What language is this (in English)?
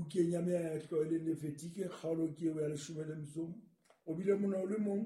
Southern Sotho